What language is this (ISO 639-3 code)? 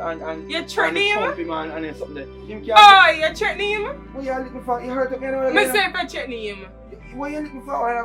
jam